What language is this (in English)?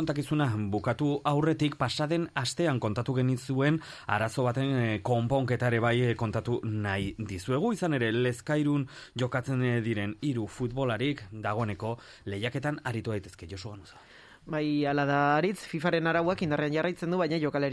Basque